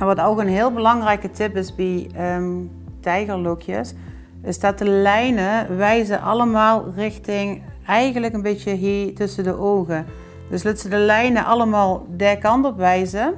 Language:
Limburgish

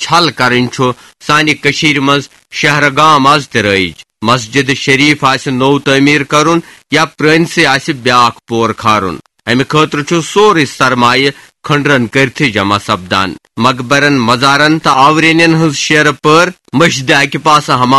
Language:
Kashmiri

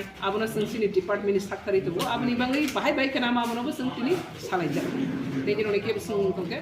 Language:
Riang (India)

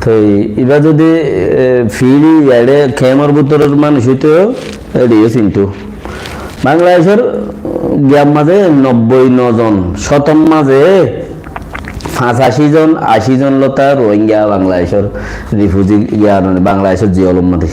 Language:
Rohingya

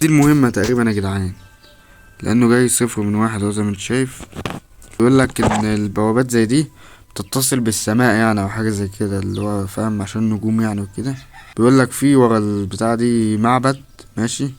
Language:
Egyptian Arabic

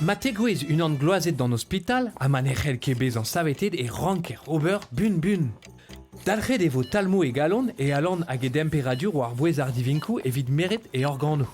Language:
Breton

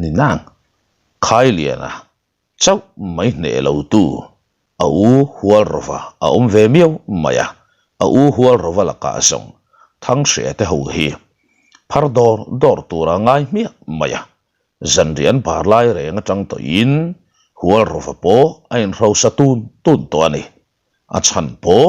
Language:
Mizo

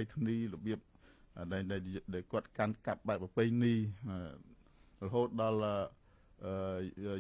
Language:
Khmer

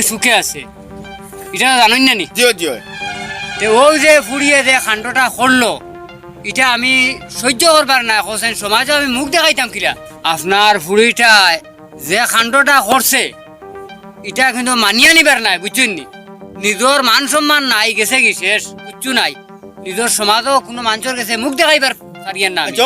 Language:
Sylheti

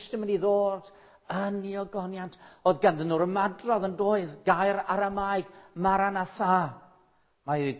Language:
Welsh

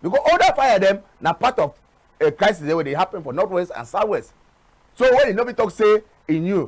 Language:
Cameroon Pidgin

